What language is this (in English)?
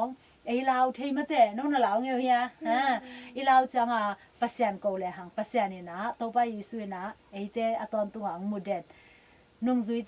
Tedim Chin